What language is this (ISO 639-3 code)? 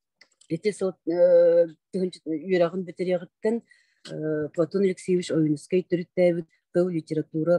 sah